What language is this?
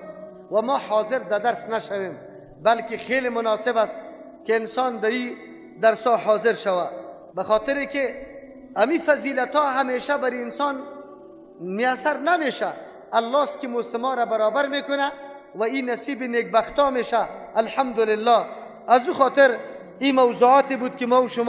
Persian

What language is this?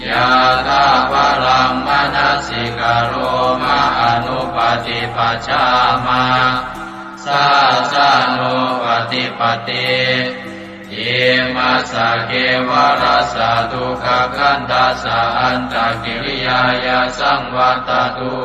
Pali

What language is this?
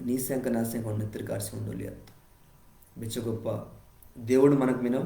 Koya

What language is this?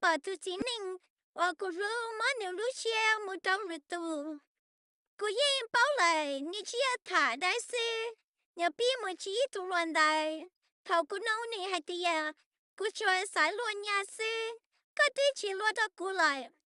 Hmong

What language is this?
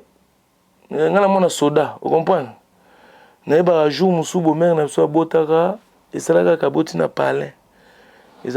Lingala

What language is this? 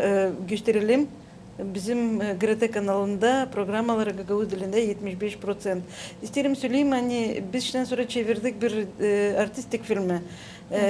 Gagauz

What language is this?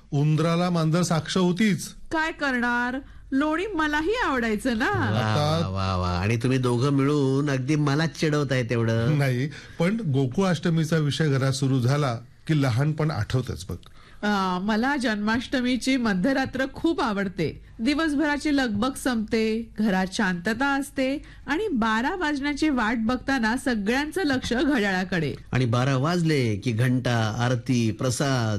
Marathi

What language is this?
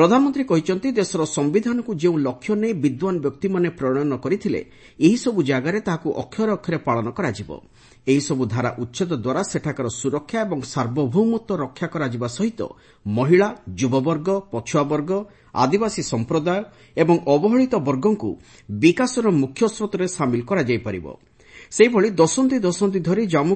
Odia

